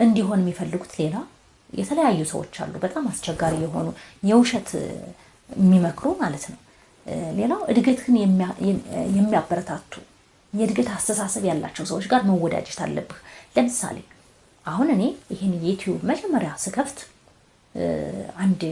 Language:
Amharic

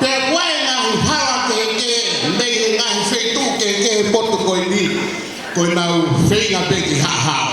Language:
Tongan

